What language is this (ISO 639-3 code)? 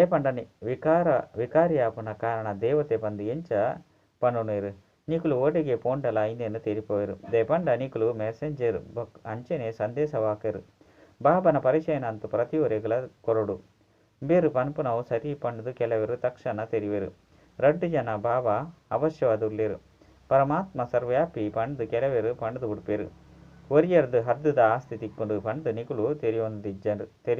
tcy